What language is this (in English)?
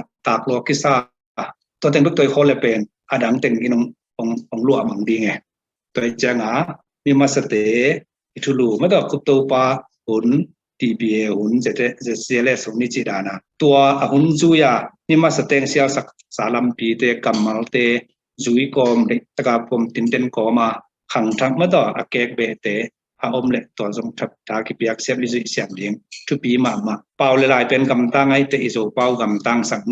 Tedim Chin